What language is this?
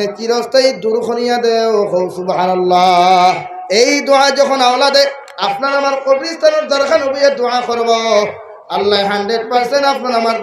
Sylheti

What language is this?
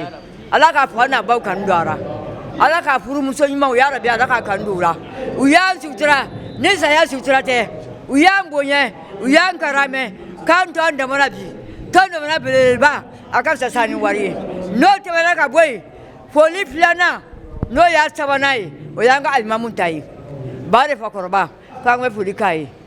Bambara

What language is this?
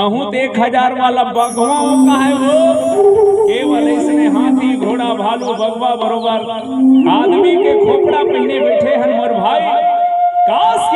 Chhattisgarhi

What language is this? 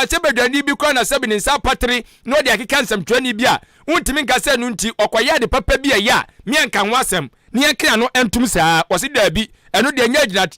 Akan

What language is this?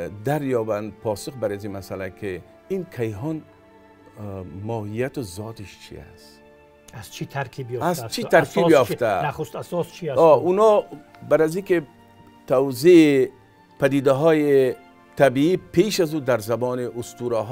Tajik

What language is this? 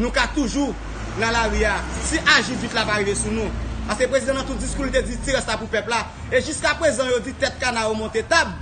Haitian Creole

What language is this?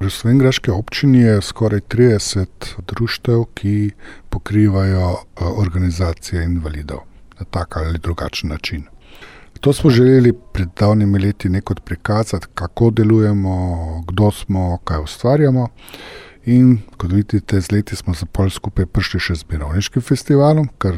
Slovenian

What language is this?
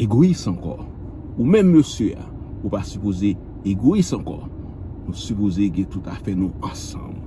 Haitian Creole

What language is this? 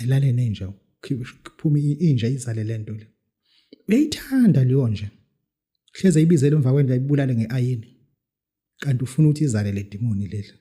Zulu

